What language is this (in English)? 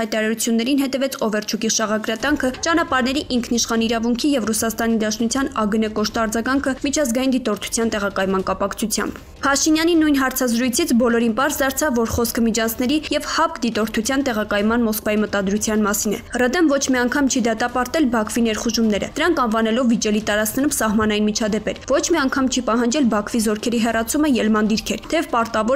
Armenian